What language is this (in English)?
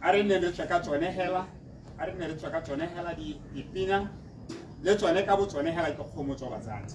Tswana